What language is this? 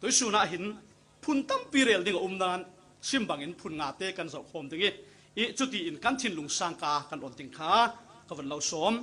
Falam Chin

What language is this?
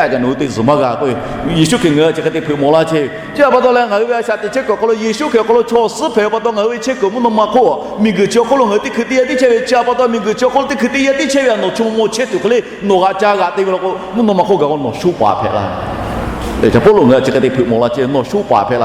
Lahu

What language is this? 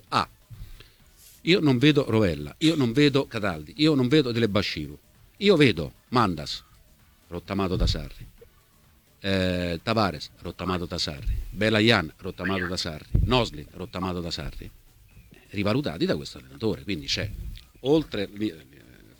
Italian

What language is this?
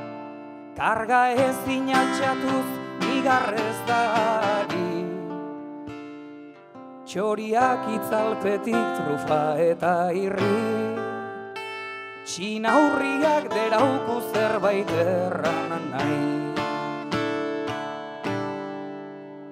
Basque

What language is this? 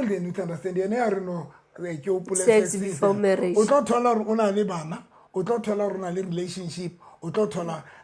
Southern Sotho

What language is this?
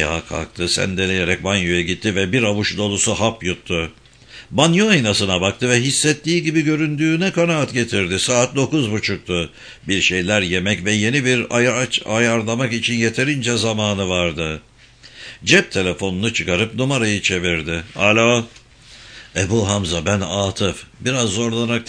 Turkish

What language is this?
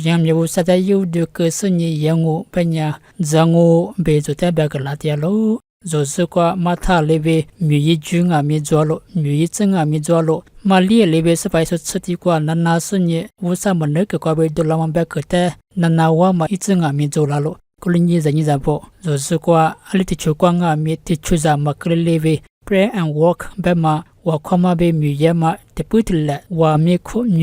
Lisu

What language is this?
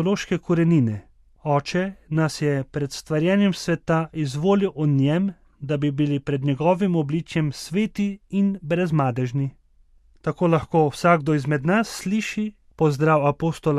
Slovenian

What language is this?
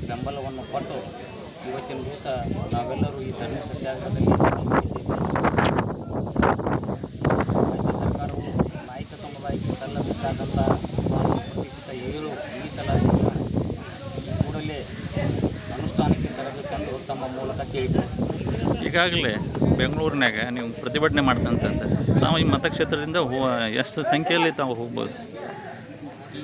Kannada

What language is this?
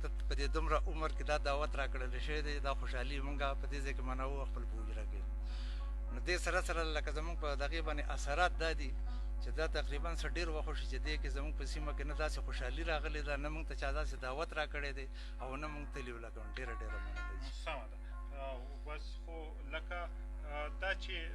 Pashto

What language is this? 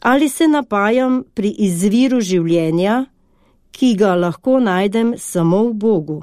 Slovenian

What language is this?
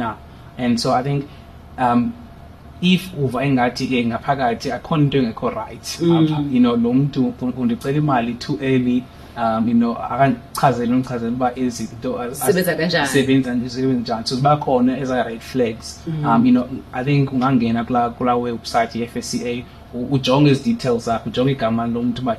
Xhosa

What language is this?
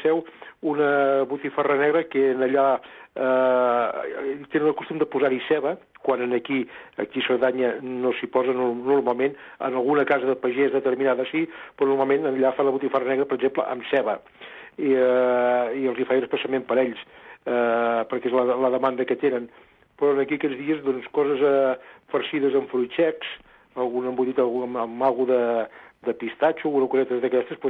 Catalan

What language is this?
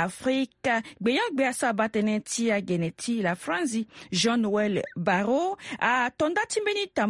Sango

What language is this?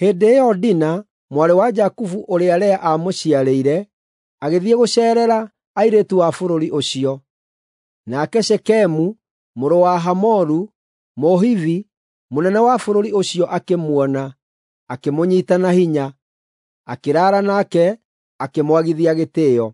Kikuyu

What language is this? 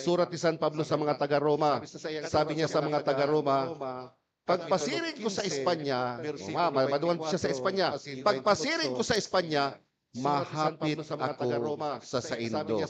Bikol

